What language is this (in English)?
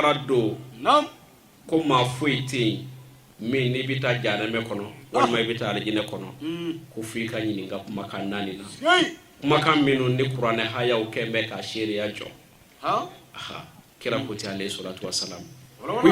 Bambara